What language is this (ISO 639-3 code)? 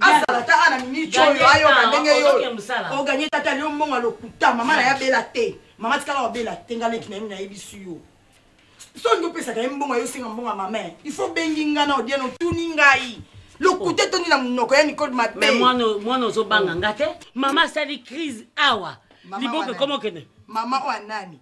lin